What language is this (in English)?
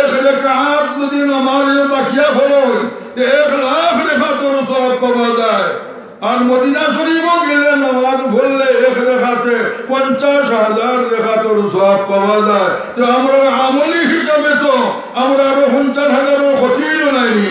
Sylheti